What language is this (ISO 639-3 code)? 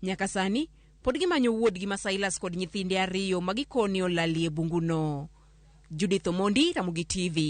luo